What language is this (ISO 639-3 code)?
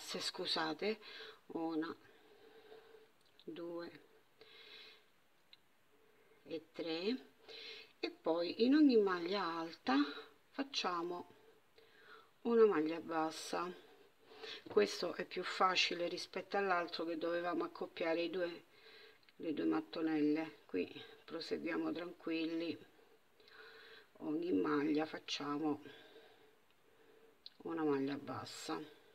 ita